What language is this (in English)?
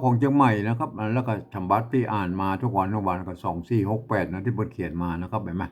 Northern Thai